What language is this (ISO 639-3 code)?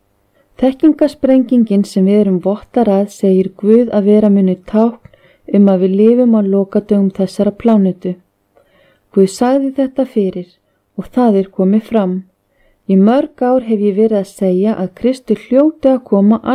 isl